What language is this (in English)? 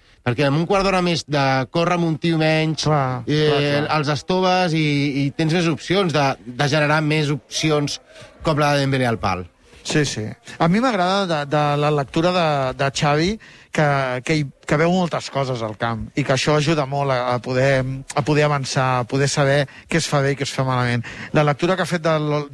Catalan